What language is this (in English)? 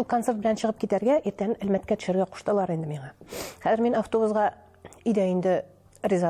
Tatar